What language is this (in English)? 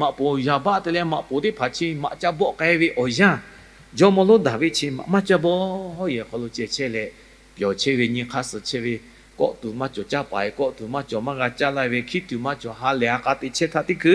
Lahu